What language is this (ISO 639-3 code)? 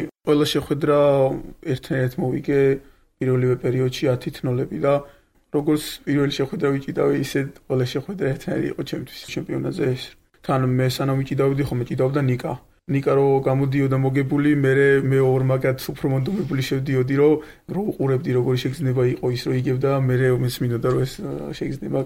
kat